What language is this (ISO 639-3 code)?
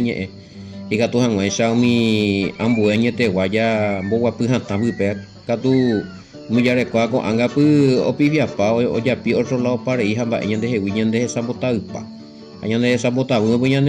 grn